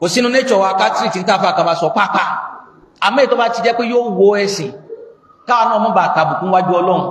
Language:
Yoruba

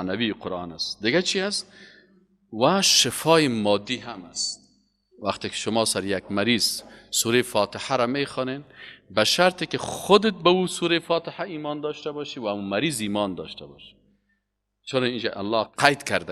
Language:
Persian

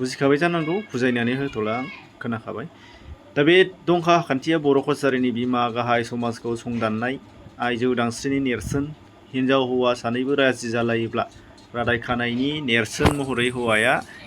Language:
Bodo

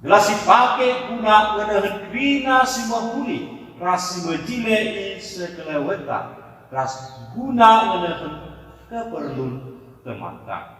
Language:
Batak Karo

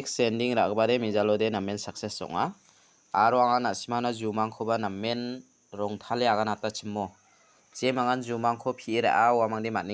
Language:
Garo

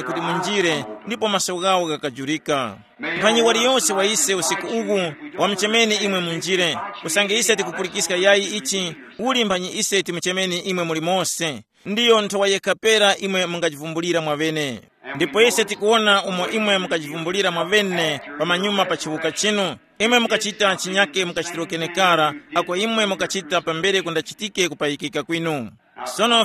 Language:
Tumbuka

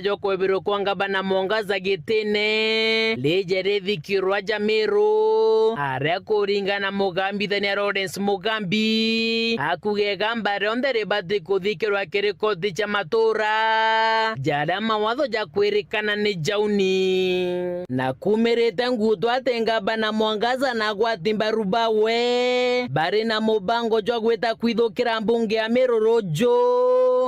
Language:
Meru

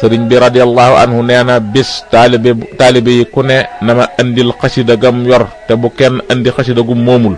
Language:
Wolof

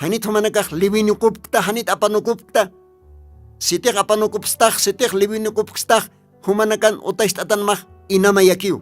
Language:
Aymara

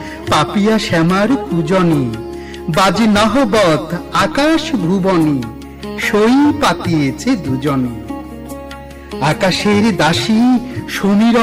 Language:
Bangla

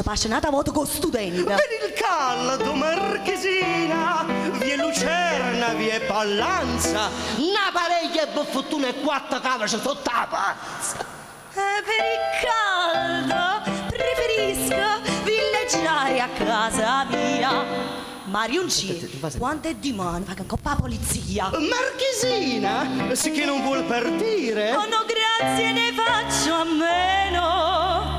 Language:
Neapolitan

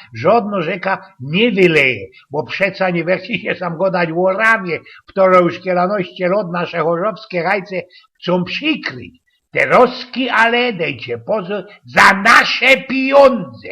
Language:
Silesian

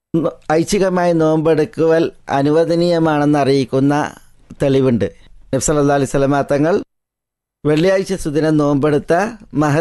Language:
Malayalam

